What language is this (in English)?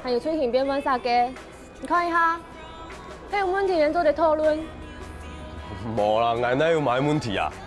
Hakka Chinese